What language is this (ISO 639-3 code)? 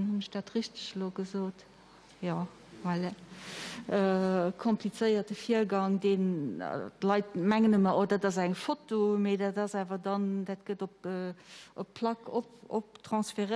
ltz